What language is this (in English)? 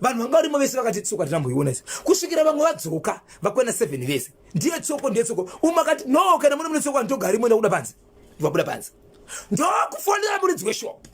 Shona